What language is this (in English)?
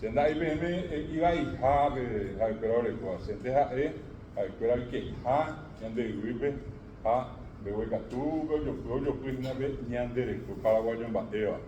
Guarani